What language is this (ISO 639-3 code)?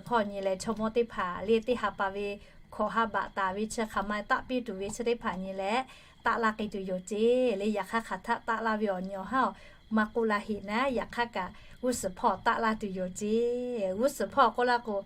lhu